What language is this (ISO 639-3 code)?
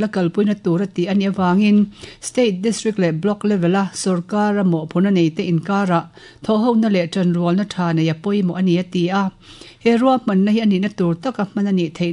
lus